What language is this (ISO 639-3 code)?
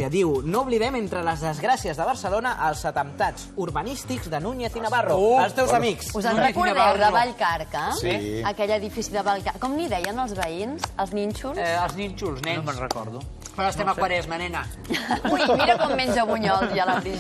cat